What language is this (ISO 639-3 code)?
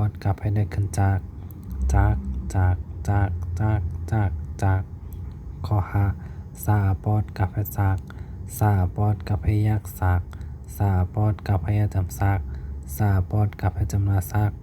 shn